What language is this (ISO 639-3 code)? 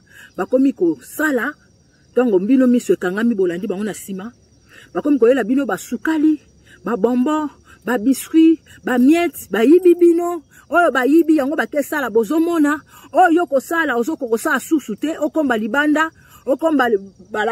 lin